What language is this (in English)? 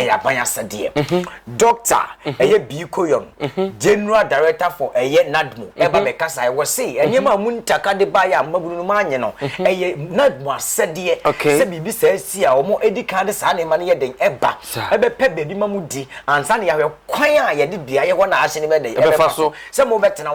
Akan